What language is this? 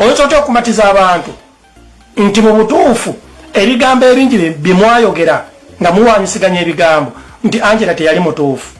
Ganda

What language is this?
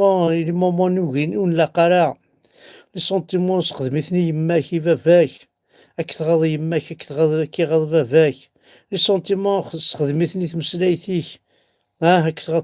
Kabyle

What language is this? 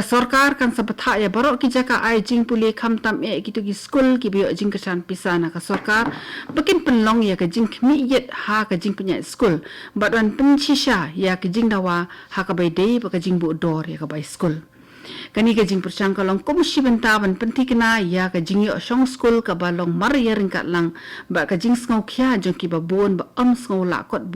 Khasi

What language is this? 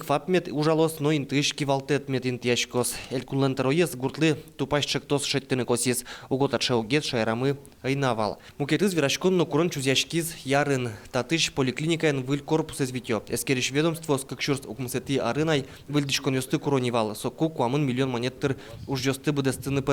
Udmurt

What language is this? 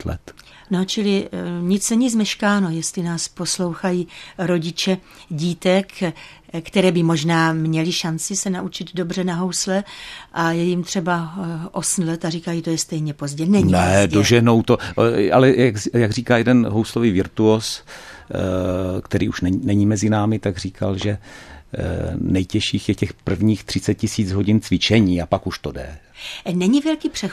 Czech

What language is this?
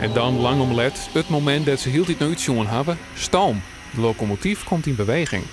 Western Frisian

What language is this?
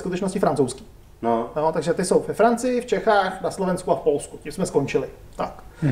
Czech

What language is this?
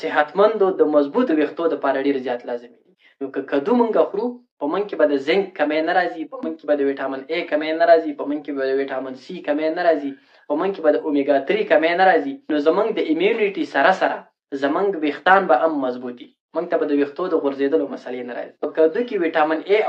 Pashto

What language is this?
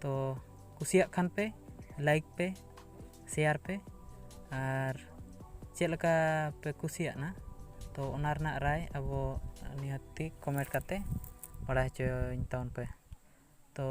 Santali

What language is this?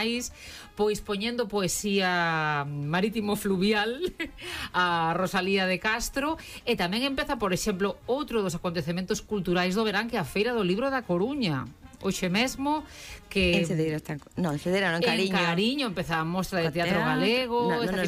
Galician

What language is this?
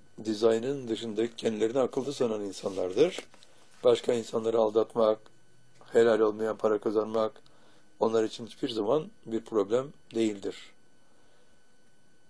Turkish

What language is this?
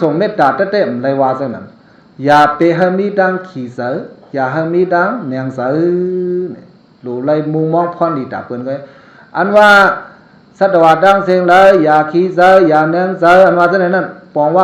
Shan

